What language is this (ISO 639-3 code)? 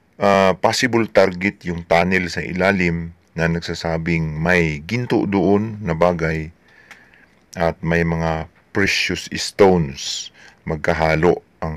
fil